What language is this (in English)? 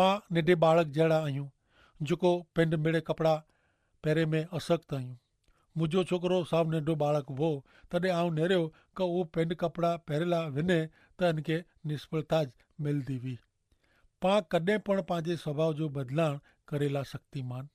Kachhi